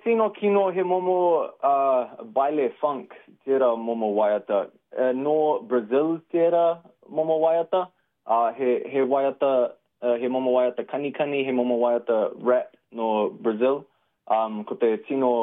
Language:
Māori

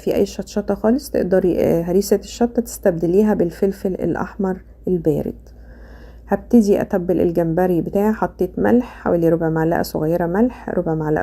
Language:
Egyptian Arabic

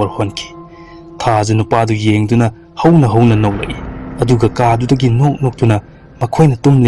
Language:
Manipuri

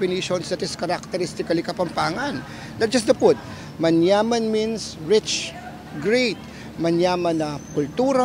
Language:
Pampanga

